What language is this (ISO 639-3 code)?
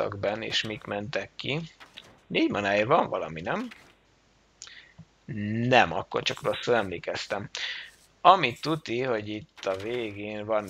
hun